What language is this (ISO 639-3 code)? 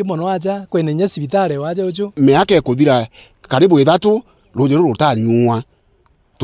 mer